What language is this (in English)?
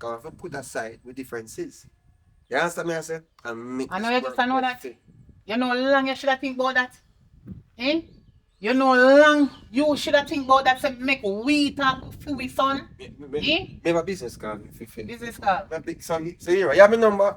Jamaican Creole English